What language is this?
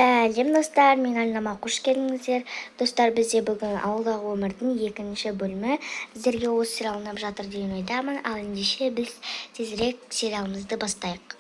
Kazakh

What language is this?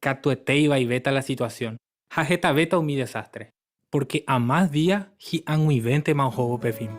Guarani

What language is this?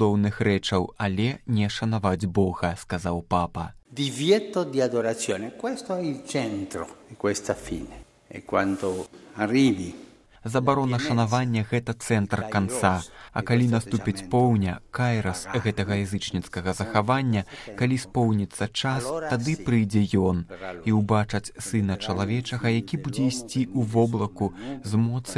Belarusian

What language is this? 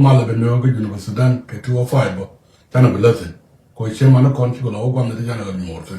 Nuer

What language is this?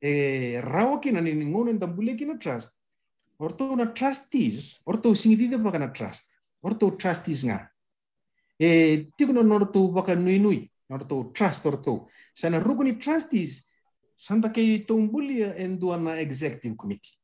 Fijian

